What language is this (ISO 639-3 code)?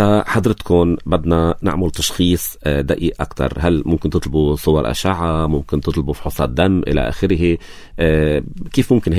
apc